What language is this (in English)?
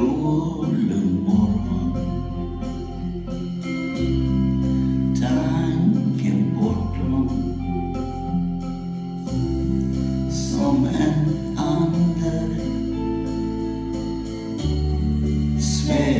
Swedish